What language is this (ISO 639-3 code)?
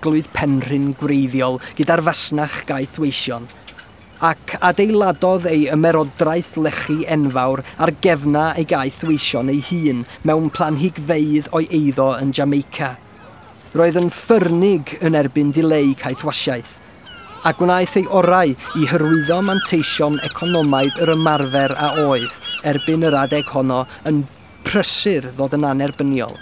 cym